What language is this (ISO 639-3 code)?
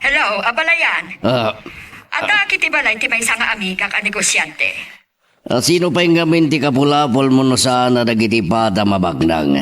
ilo